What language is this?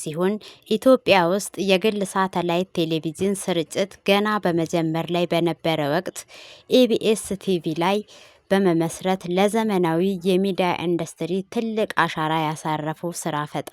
Amharic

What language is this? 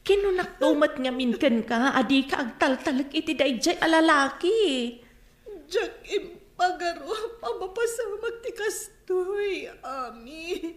Iloko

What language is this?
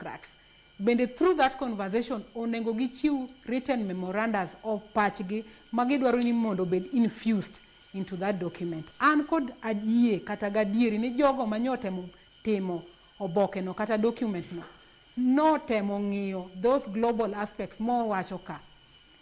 Luo (Kenya and Tanzania)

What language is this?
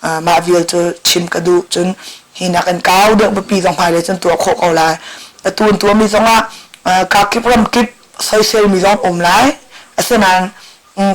Hakha Chin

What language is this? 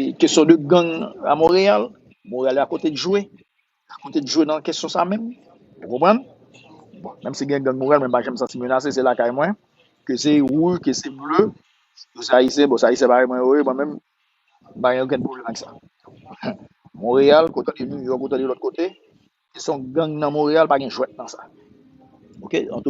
Haitian Creole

